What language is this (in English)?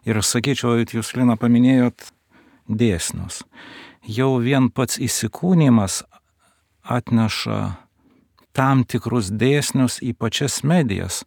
Lithuanian